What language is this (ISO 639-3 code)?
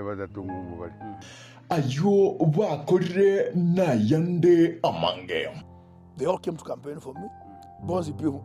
guz